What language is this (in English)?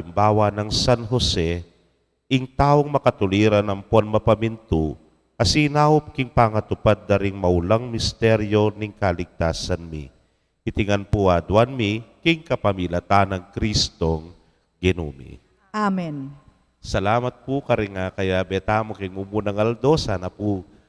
Pampanga